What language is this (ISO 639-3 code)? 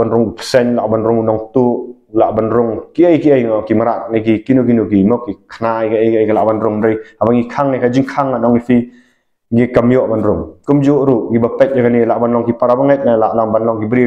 kha